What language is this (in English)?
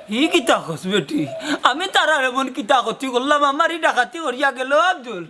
Sylheti